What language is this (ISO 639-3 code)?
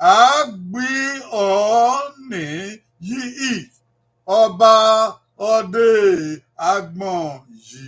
bin